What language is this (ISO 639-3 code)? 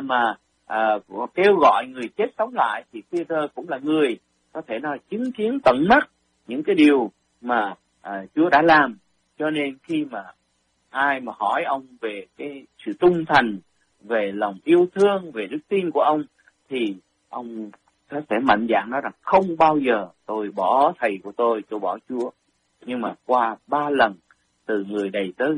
vie